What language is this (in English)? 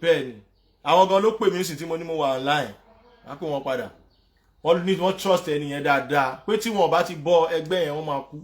Yoruba